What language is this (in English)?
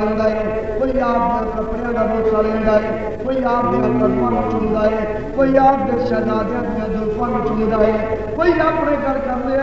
Urdu